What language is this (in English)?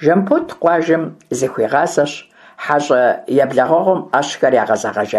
Kabardian